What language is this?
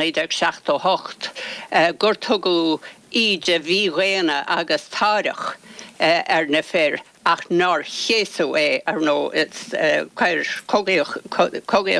Irish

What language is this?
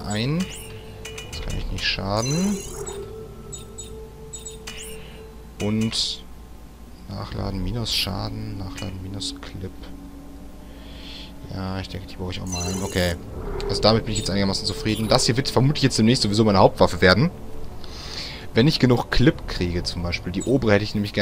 German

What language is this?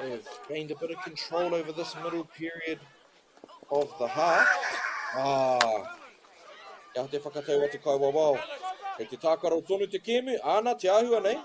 Māori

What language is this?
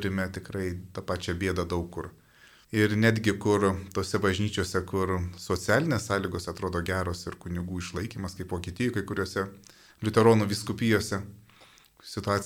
Lithuanian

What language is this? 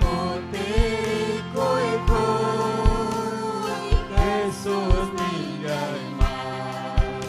Ayacucho Quechua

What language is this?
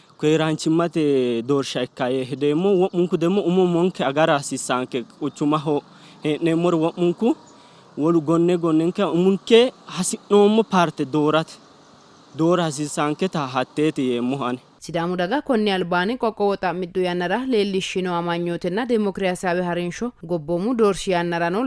Sidamo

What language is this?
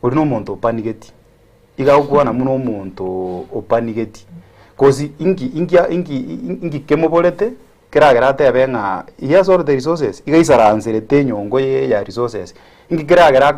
Gusii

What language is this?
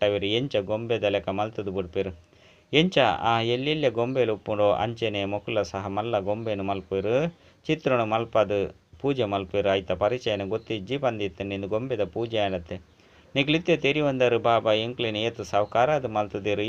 Tulu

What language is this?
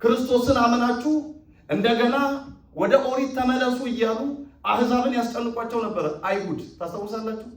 Amharic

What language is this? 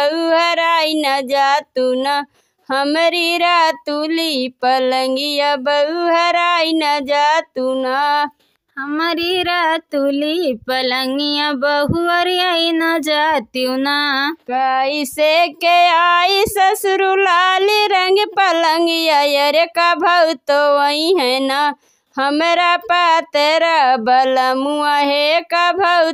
Bhojpuri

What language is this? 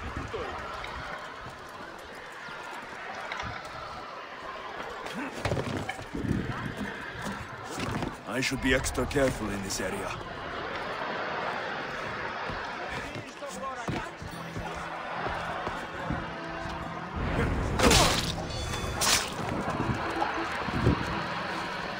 Hindi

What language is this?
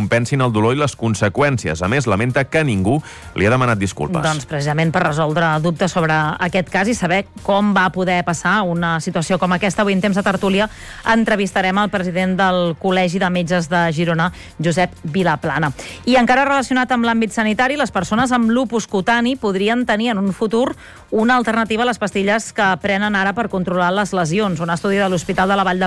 Catalan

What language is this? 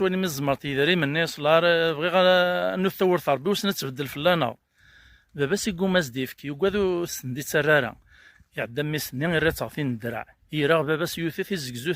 Kabyle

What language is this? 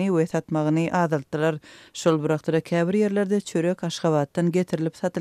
Turkmen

